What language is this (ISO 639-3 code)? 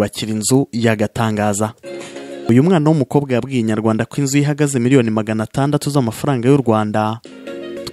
kin